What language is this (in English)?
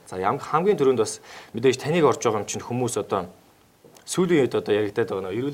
Mongolian